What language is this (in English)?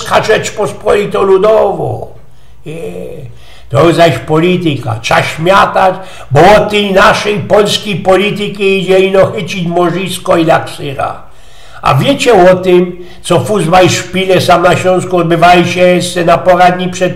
Silesian